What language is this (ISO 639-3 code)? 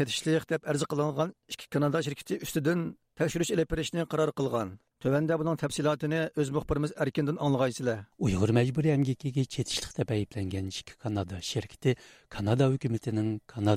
uig